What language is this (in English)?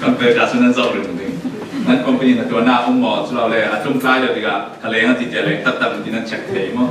Falam Chin